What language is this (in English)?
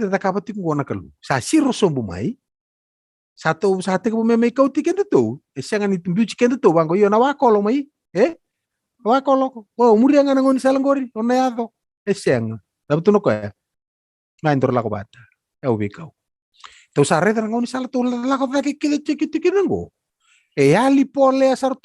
Fijian